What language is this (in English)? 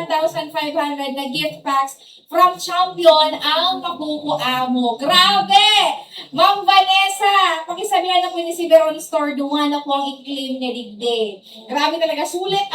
Bikol